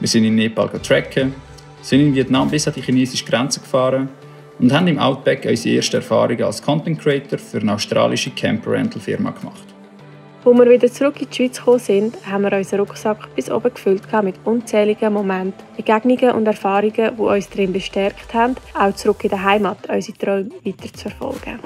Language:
Swiss German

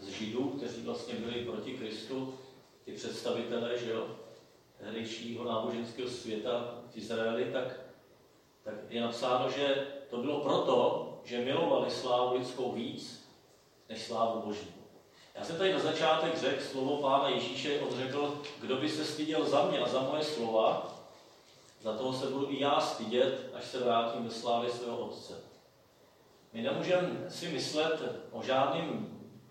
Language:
Czech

